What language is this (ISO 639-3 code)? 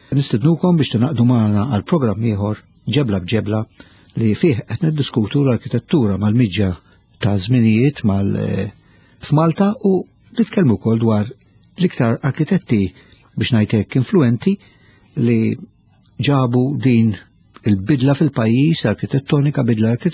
mlt